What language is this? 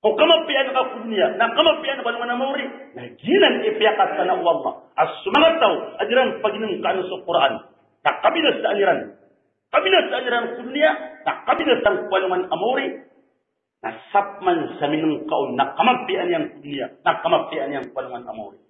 Maranao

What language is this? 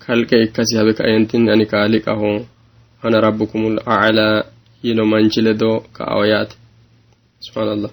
Sidamo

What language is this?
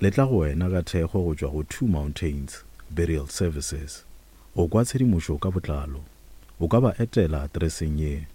Northern Sotho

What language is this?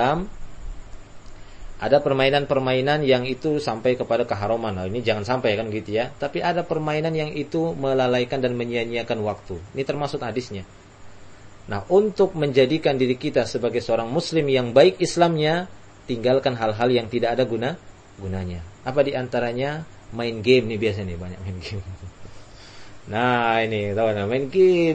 Indonesian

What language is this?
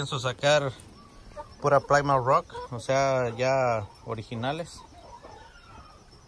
Spanish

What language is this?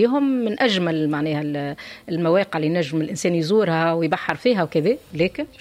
Tunisian Arabic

